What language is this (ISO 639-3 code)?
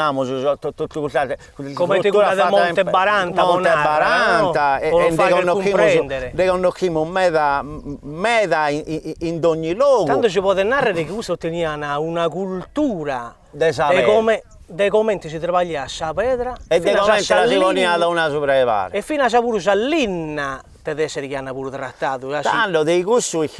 srd